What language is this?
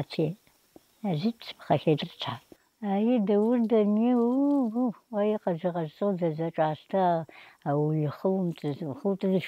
Abkhazian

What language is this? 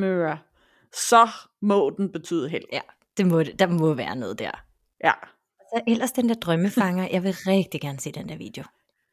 Danish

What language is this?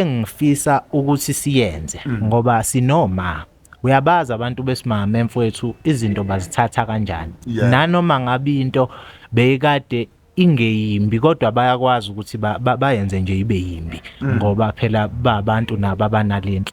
Zulu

